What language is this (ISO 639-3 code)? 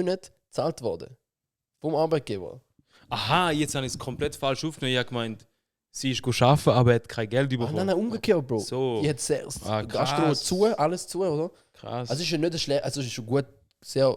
gsw